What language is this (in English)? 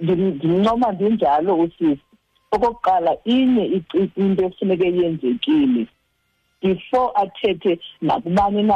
Xhosa